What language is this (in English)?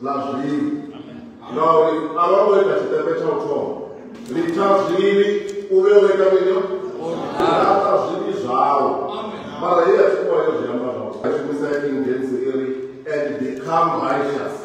Venda